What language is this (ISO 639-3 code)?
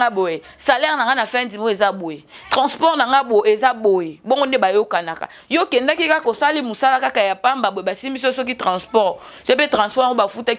lin